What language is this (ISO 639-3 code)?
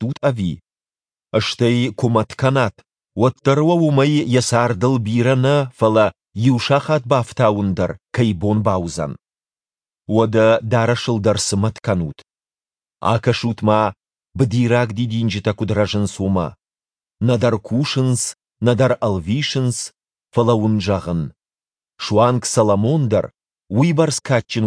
oss